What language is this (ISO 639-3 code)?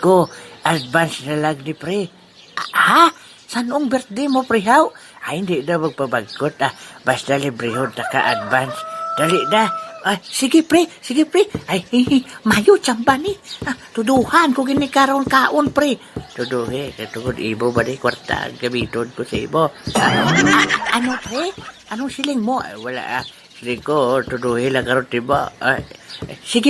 hil